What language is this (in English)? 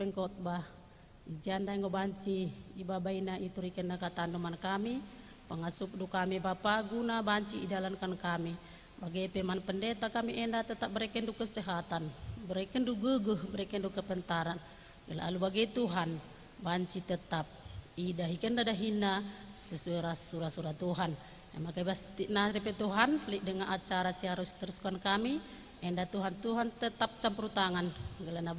Batak Karo